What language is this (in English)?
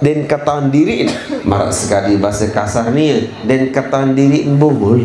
Sasak